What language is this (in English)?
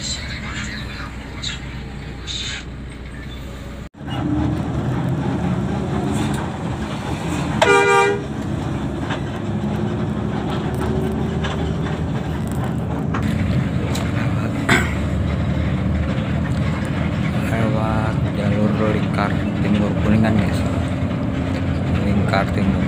Indonesian